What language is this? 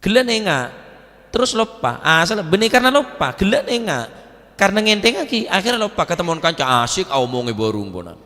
Madurese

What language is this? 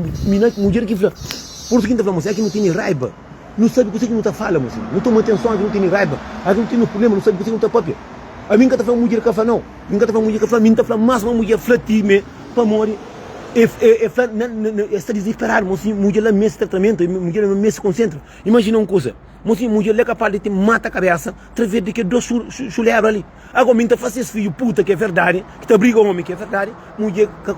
Kabuverdianu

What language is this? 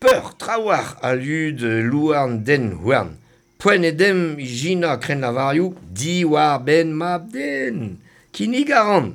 Breton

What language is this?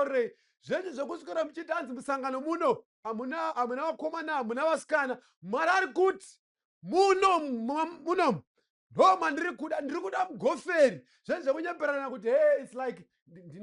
Shona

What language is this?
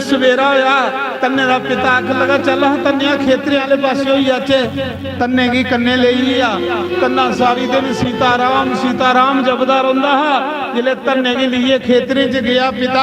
Dogri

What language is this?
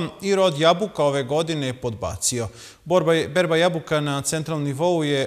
Serbian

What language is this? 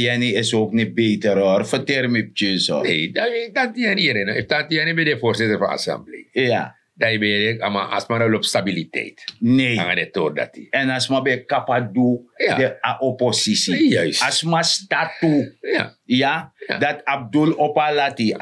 Sranan Tongo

